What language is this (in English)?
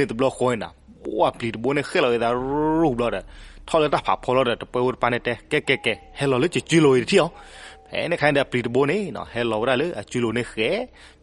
S'gaw Karen